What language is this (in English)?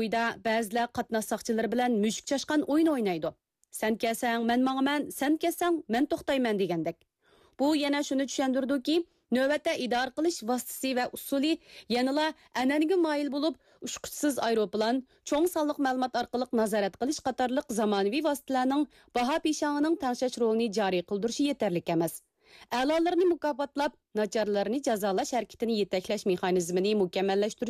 Uyghur